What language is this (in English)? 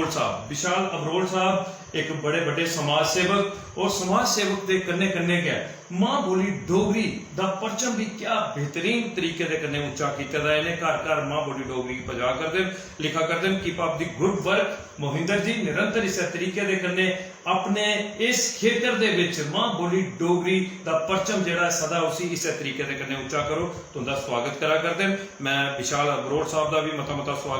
Dogri